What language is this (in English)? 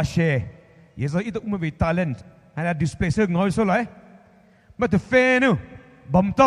Poumei Naga